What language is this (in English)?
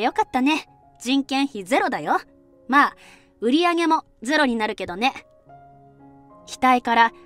Japanese